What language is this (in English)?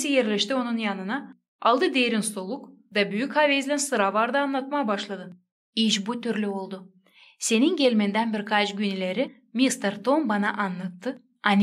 Gagauz